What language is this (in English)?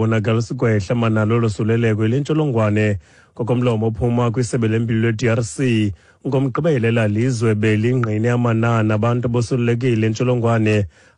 Xhosa